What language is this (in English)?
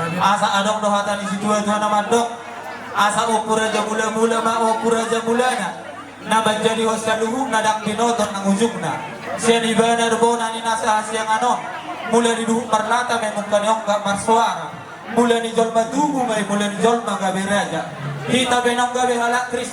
Batak Toba